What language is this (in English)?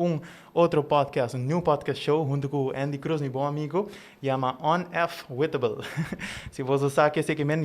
Papiamento